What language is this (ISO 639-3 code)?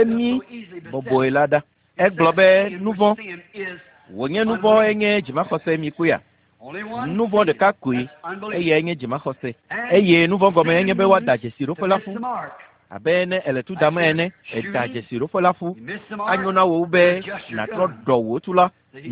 ewe